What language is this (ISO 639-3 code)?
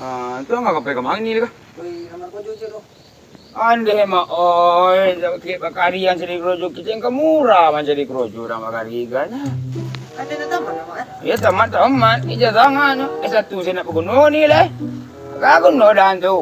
min